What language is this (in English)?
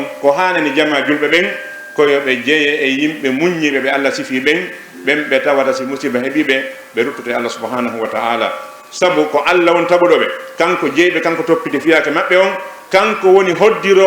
Fula